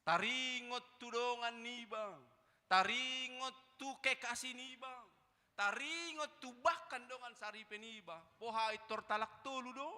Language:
Batak Toba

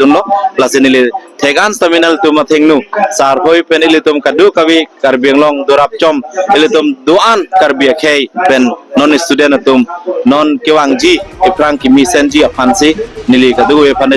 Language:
Karbi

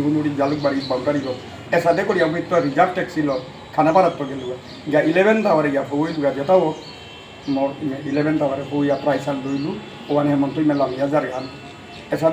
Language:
Bishnupriya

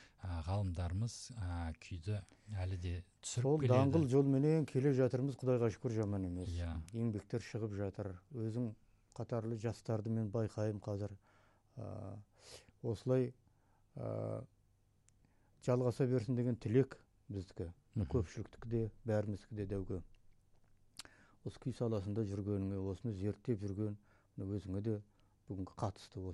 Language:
Kazakh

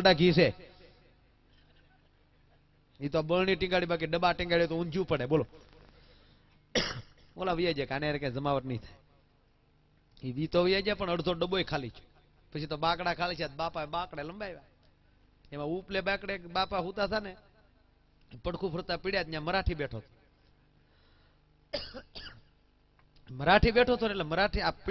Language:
Gujarati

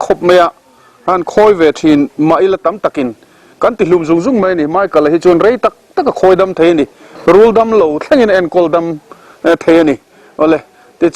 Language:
Mizo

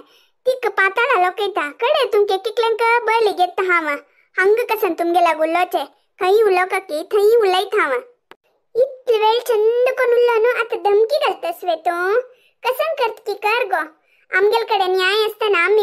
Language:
Konkani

